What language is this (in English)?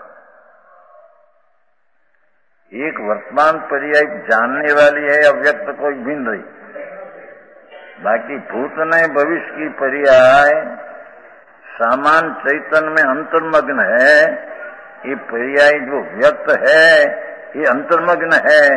Hindi